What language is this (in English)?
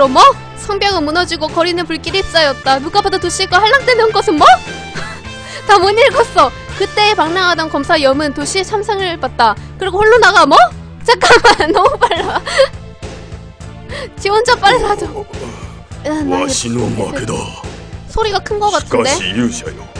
Korean